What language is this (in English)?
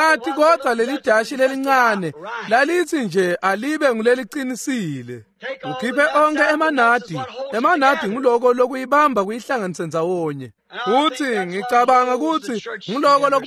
Swati